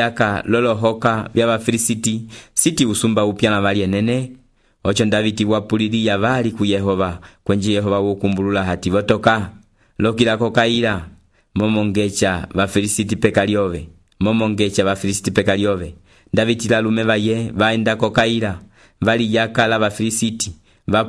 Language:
Umbundu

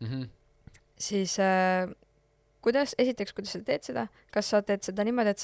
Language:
Estonian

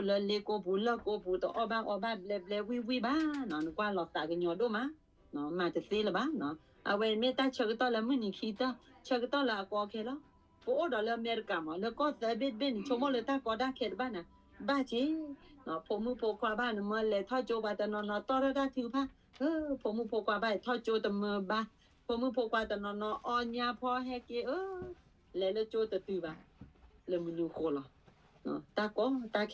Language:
S'gaw Karen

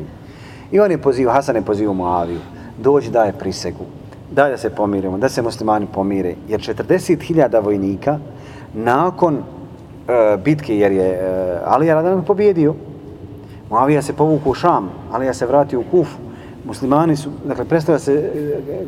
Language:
Bosnian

